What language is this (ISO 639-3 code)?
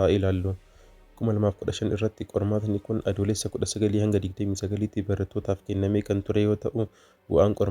orm